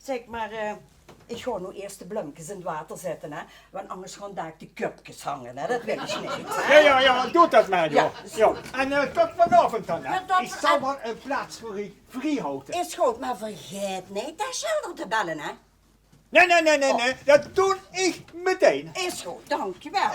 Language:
Limburgish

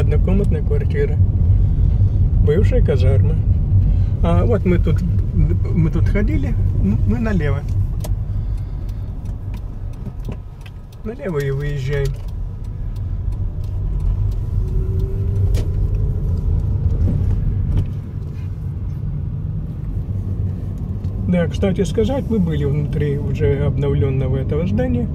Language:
Russian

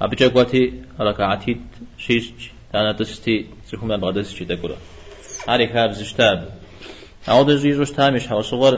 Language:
Kabardian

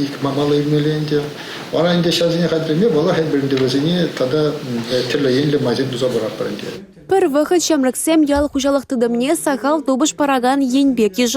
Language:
Chuvash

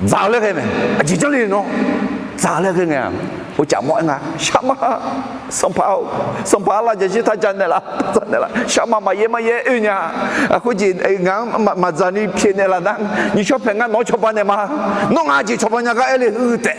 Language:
Akha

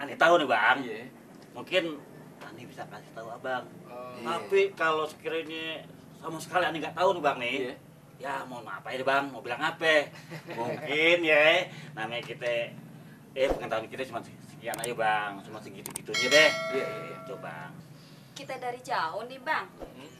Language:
Betawi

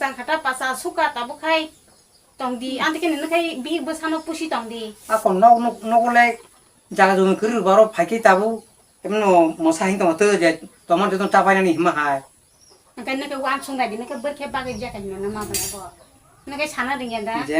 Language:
Kok Borok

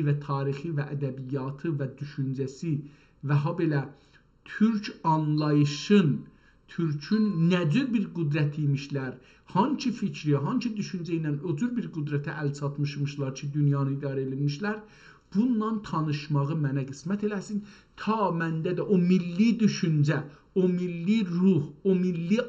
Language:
South Azerbaijani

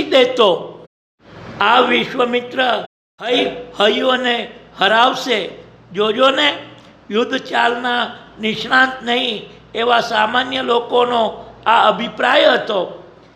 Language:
Gujarati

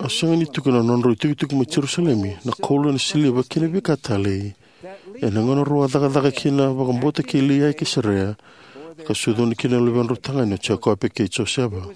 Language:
Fijian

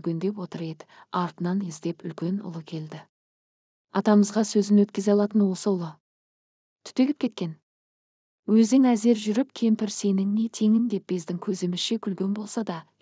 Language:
Kazakh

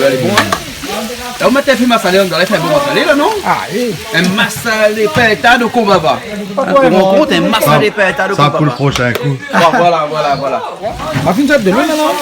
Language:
Réunion Creole French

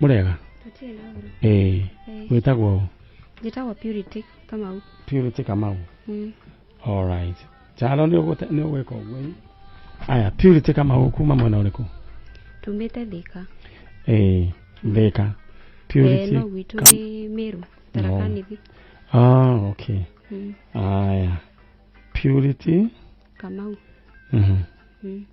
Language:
Kikuyu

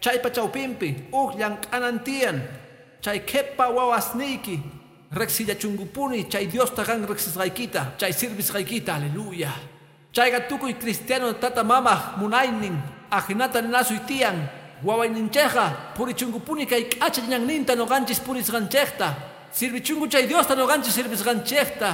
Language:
Quechua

